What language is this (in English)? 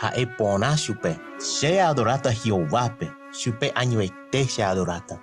Guarani